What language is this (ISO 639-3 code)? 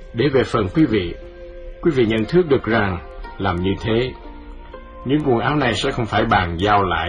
vie